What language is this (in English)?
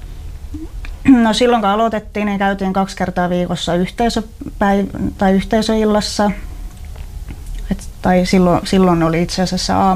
Finnish